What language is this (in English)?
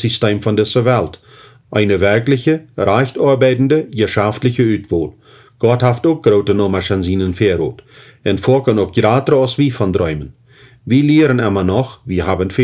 Plautdietsch